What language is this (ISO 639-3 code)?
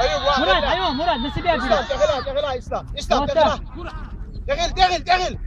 che